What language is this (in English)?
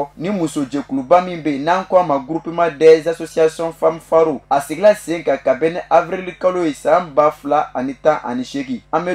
Bambara